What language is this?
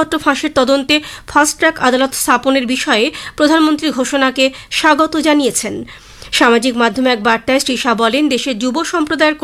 Bangla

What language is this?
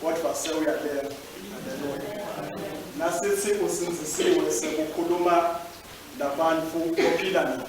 Swati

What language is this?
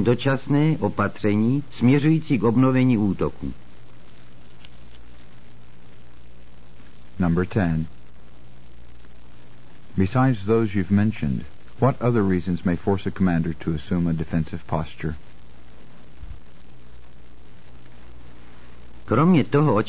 Czech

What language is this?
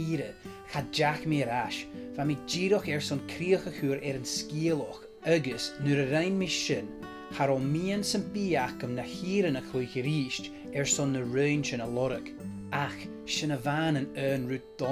Scottish Gaelic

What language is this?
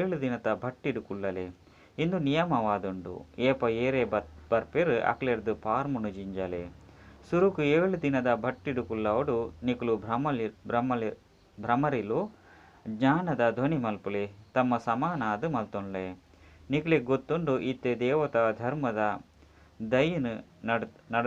Tulu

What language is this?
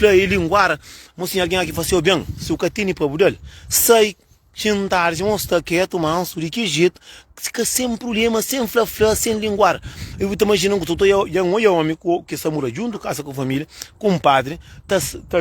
Kabuverdianu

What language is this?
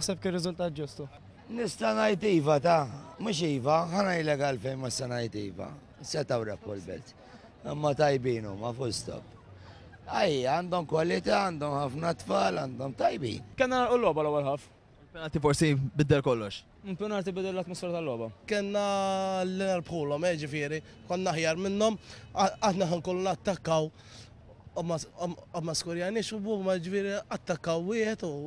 Maltese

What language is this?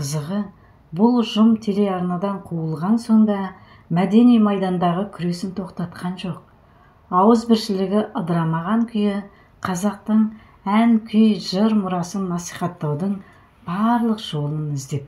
Kazakh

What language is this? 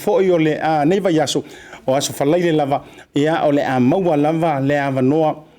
Samoan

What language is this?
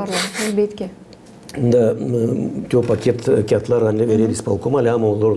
Gagauz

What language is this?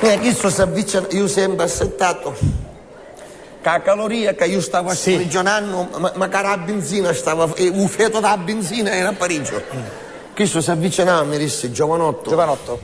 Sicilian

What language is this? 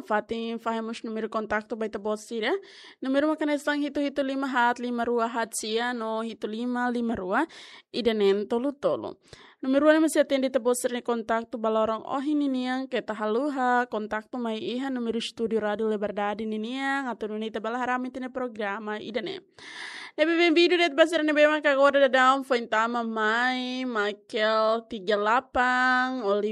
Tetum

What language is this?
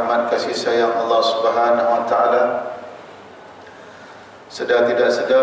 Malay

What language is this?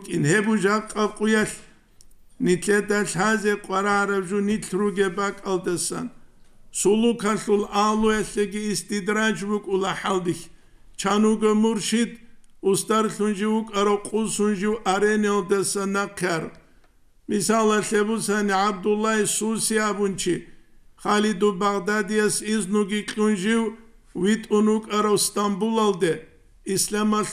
Avaric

